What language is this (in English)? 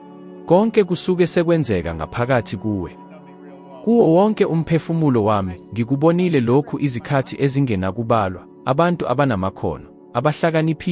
Zulu